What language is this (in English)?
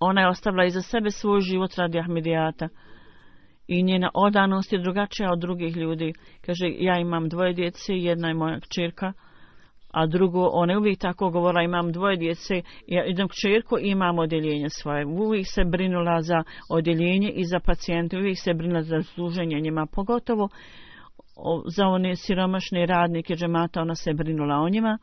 Bosnian